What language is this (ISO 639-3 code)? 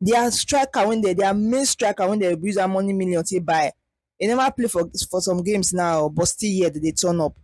pcm